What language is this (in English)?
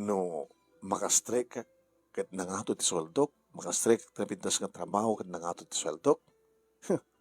Iloko